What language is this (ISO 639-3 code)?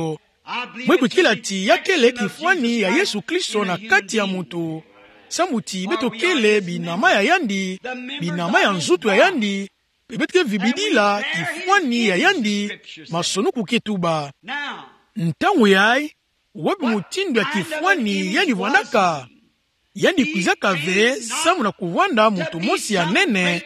ktu